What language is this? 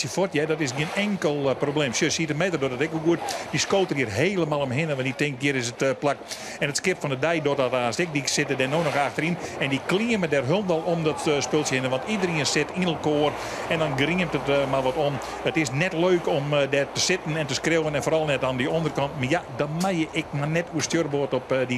Western Frisian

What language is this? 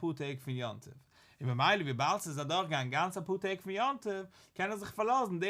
Yiddish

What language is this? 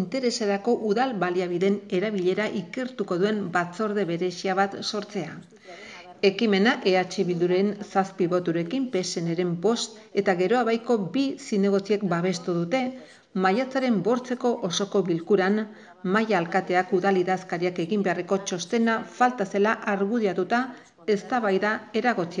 Basque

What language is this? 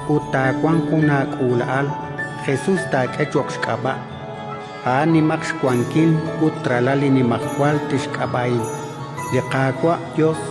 Kekchí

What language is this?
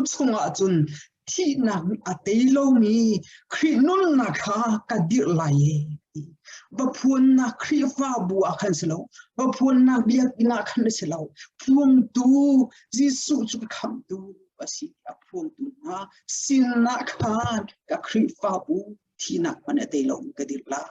Hakha Chin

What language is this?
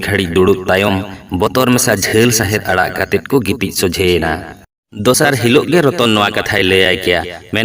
Santali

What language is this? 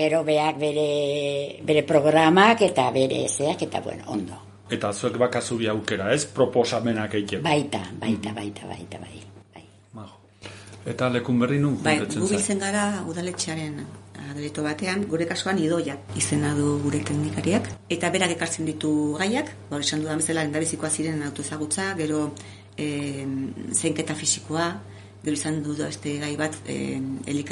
Basque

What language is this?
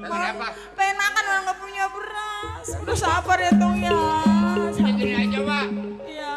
Betawi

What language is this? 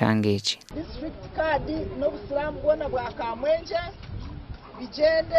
Nyankole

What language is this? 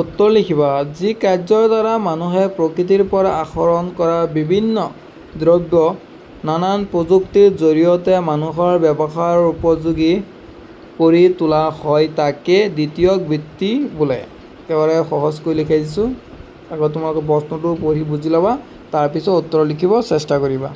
Assamese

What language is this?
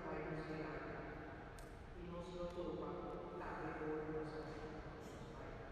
Papiamento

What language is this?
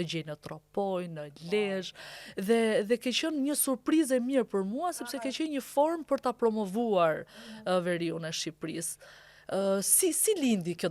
Albanian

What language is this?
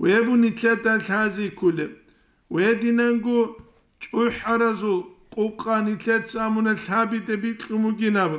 Avaric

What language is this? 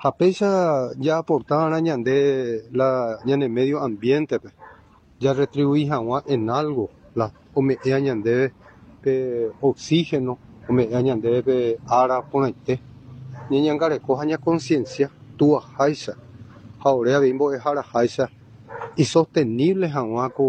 Guarani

